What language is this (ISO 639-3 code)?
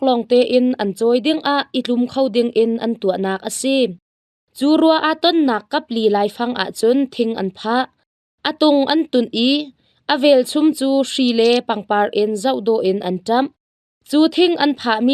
cnh